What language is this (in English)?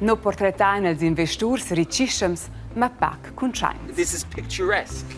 Romansh